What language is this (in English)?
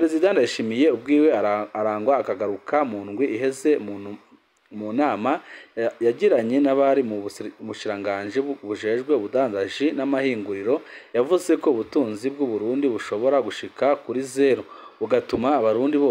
Rundi